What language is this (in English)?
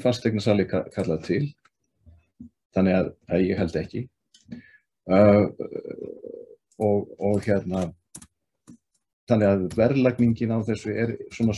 Icelandic